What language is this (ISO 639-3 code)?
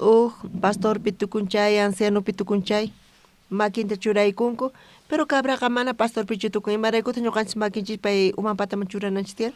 quh